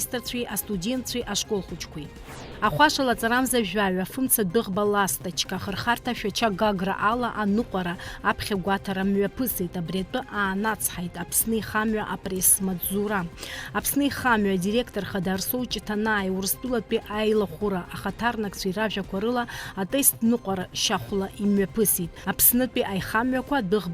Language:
Abkhazian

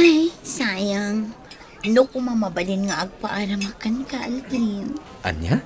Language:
Iloko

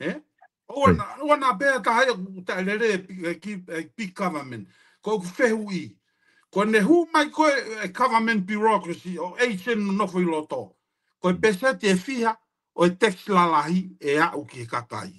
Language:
Tongan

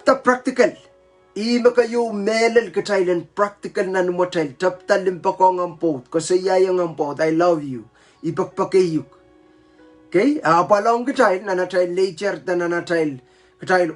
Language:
Pohnpeian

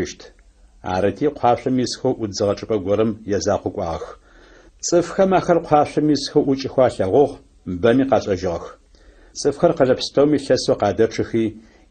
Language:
Adyghe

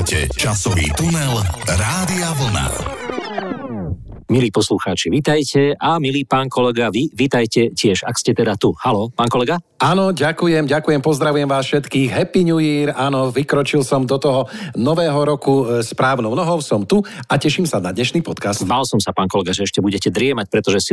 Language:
Slovak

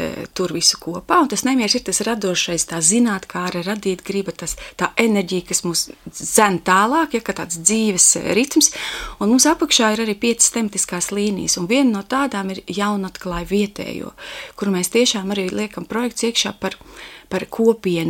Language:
Latvian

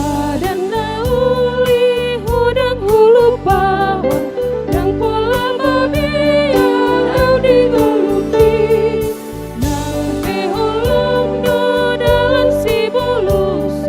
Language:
Batak Toba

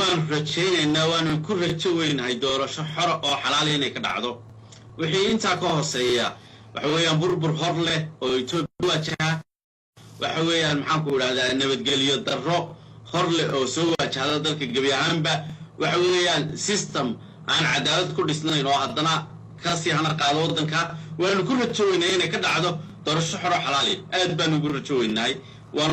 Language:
Somali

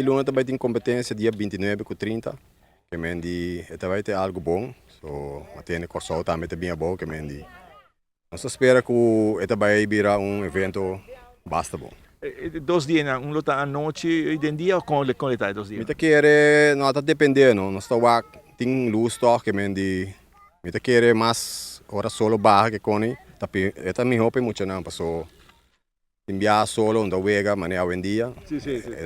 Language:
Papiamento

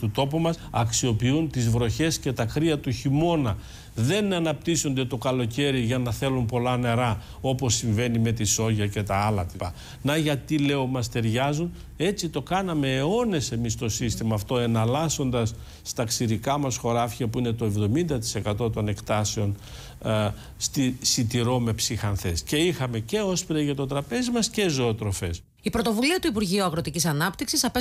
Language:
Greek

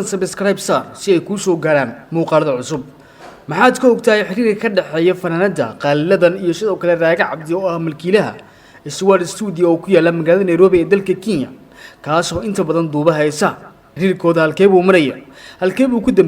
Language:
Somali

